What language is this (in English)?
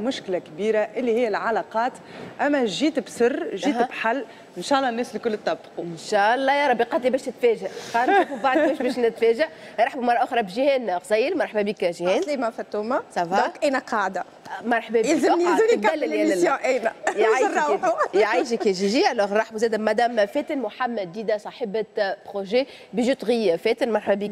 Tunisian Arabic